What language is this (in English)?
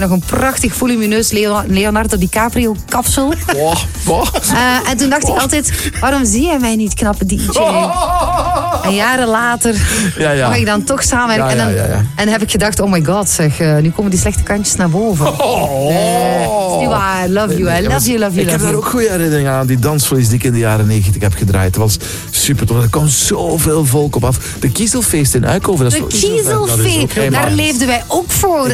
Dutch